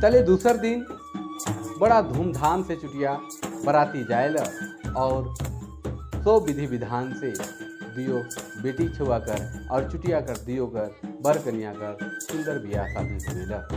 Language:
Sadri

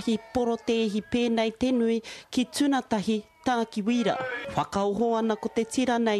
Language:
Māori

